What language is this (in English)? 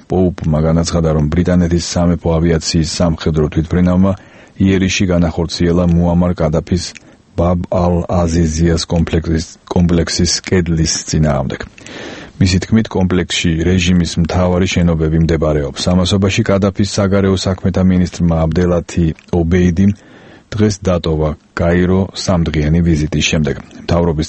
Georgian